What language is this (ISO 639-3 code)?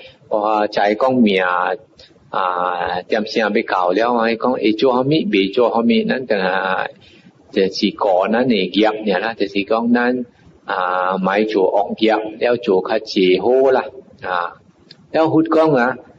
nan